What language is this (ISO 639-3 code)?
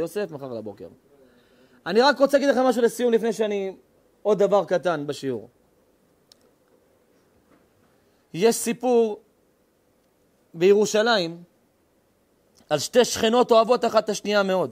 heb